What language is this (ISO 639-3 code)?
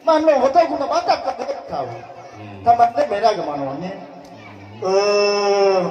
nia